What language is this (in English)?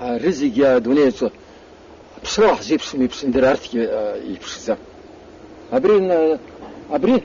Abkhazian